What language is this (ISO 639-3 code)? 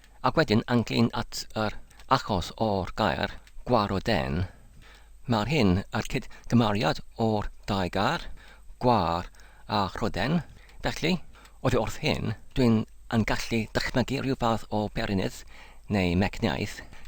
cym